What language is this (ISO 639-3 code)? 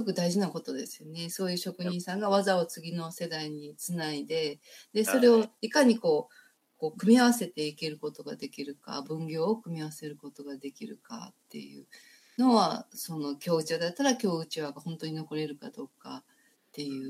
jpn